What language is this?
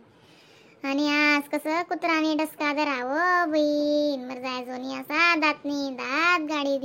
Khandesi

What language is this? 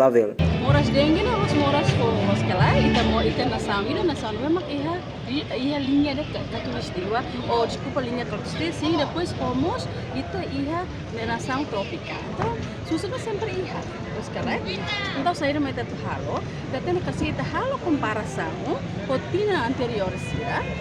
Tetum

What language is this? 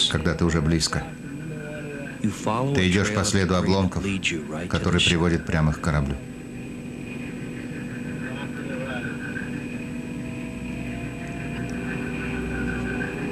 Russian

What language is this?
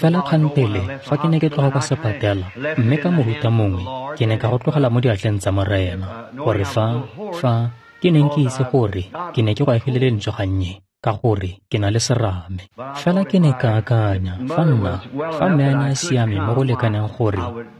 Tswana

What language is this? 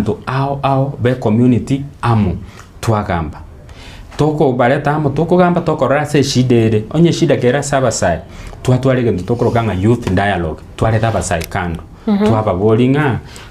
Gusii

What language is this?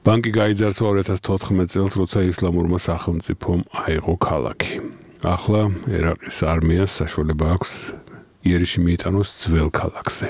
Georgian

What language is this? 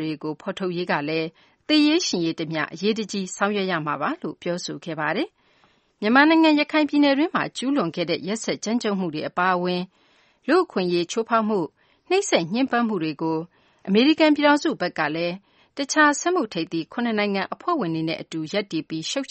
Burmese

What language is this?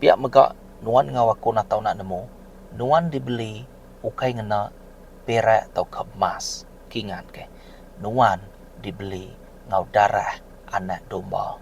Iban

